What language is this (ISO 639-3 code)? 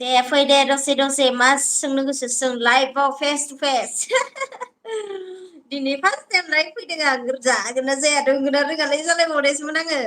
brx